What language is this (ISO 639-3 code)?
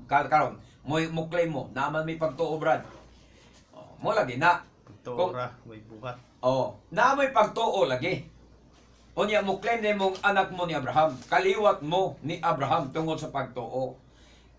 ceb